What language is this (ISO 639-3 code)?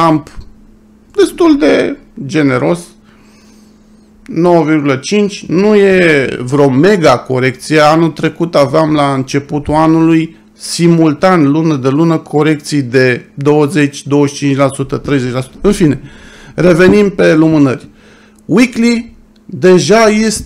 ron